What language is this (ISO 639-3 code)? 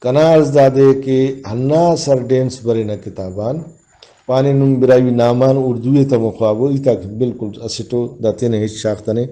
brh